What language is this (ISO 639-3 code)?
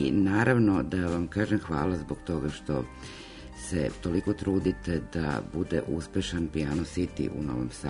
srp